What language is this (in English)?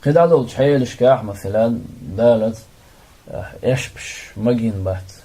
Chechen